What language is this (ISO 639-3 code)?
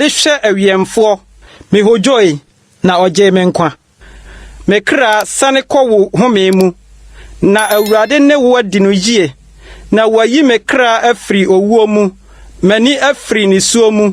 aka